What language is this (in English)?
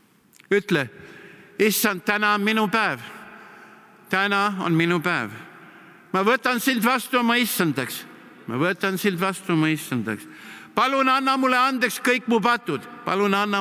Estonian